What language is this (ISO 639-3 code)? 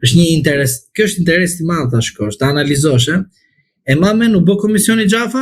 sqi